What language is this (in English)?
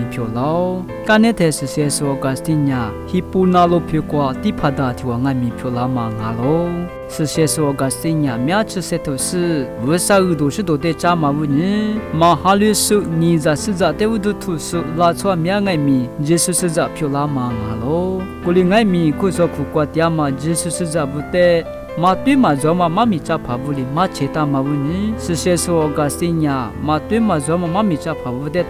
Lisu